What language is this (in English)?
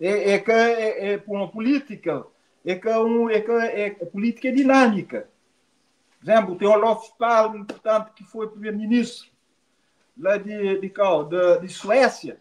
Kabuverdianu